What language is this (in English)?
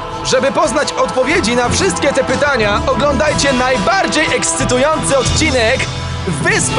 Polish